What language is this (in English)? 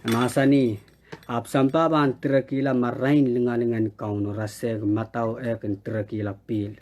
Pohnpeian